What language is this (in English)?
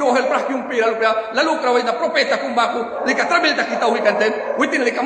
Mískito